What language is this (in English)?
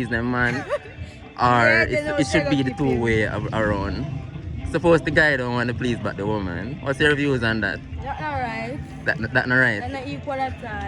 Jamaican Creole English